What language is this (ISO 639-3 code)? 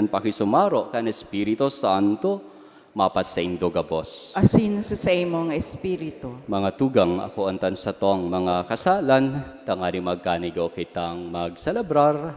bik